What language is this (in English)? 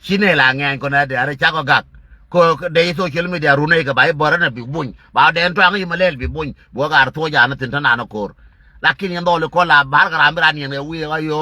Nuer